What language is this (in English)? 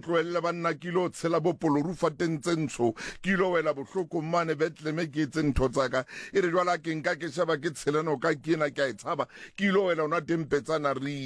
Southern Sotho